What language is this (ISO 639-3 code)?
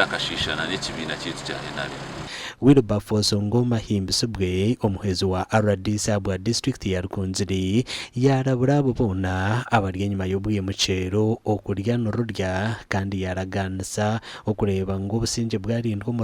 nyn